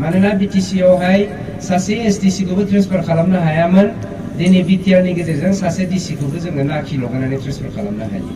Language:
Bodo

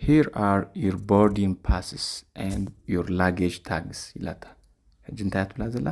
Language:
Tigrinya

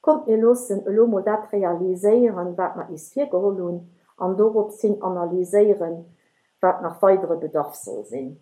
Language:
Luxembourgish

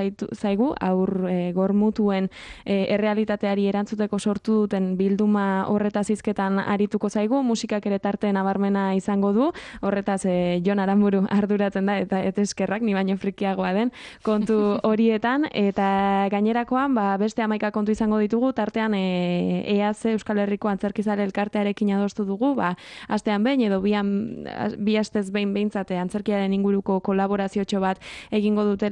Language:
Basque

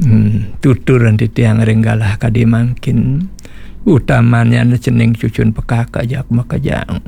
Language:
Balinese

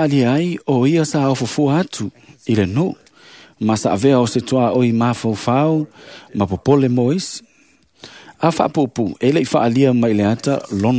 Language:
Samoan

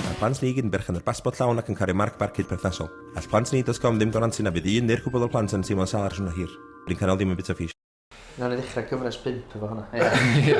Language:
Welsh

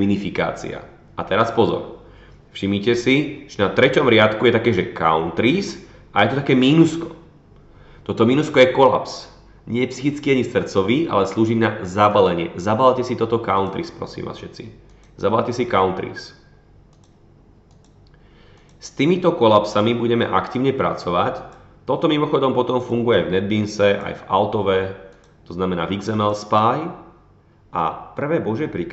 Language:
Slovak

